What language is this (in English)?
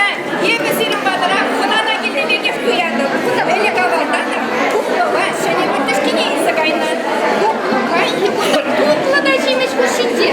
Chuvash